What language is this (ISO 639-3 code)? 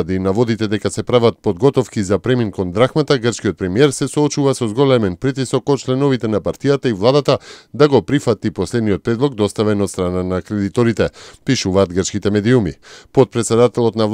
mkd